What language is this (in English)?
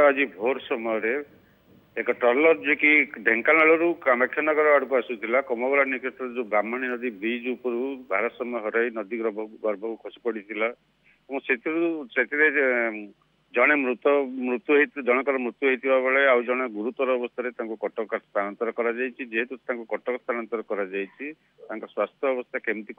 Odia